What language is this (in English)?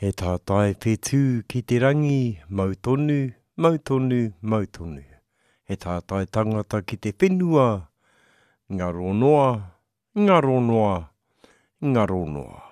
Māori